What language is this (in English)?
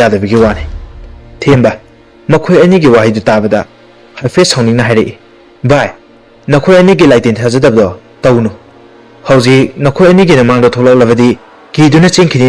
Manipuri